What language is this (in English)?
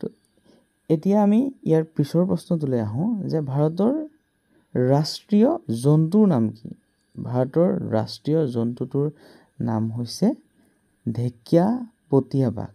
Assamese